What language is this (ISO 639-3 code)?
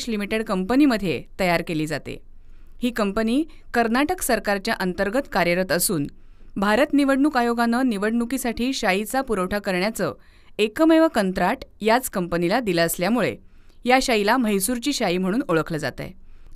mar